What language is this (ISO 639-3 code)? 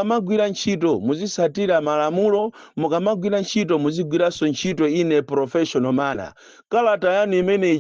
nya